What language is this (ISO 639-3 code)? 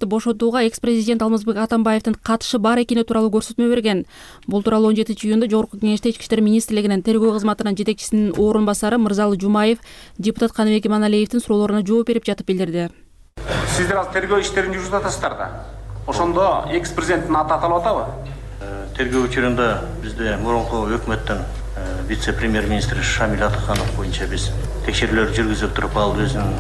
kir